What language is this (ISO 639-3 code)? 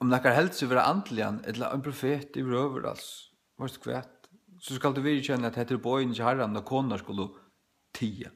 fao